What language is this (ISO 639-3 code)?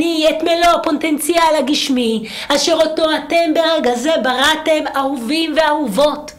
heb